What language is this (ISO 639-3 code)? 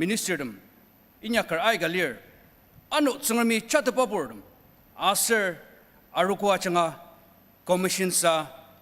njo